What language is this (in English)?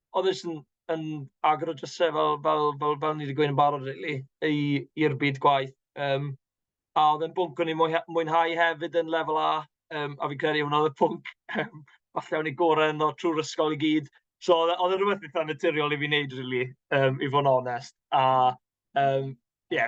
Welsh